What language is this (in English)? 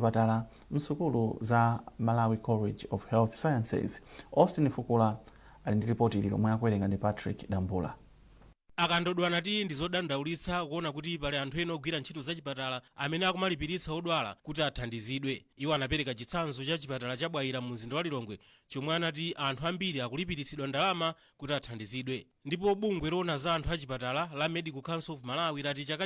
Nyanja